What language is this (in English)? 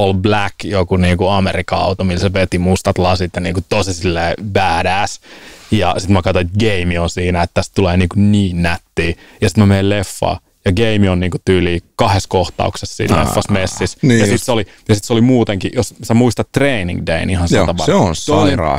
Finnish